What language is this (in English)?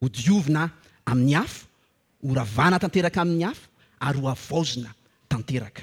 Malagasy